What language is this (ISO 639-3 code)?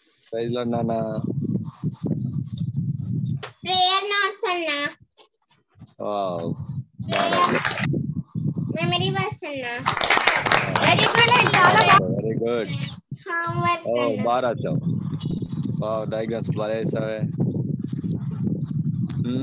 tel